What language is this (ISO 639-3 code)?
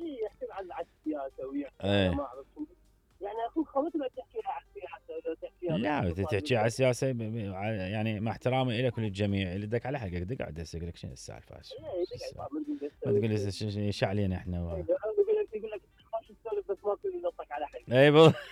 acm